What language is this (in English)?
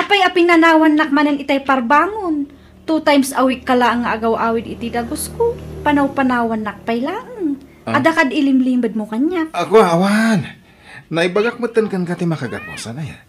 Iloko